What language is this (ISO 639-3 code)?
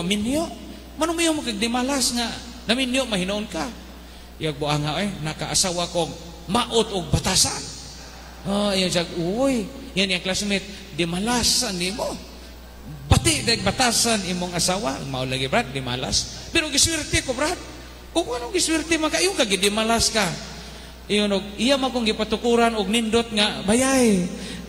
ceb